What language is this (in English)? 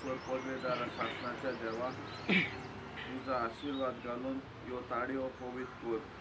Konkani